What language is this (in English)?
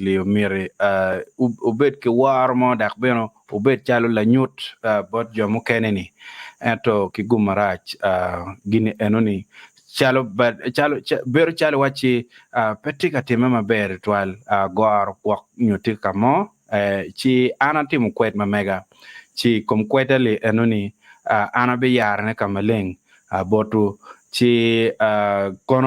Acoli